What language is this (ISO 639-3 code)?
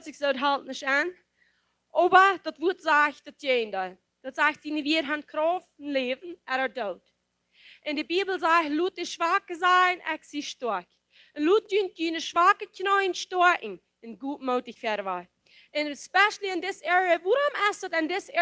pdt